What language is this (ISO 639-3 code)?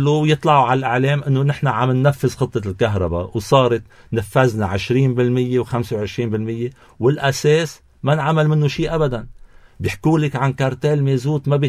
apc